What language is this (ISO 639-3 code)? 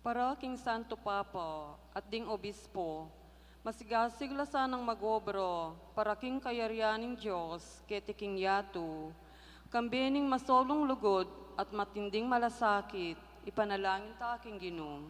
pam